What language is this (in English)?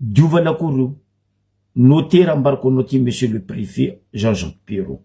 Malagasy